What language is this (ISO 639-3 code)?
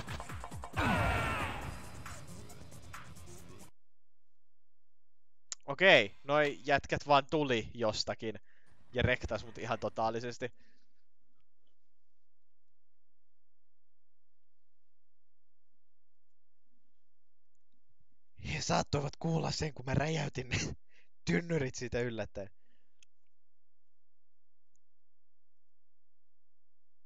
fin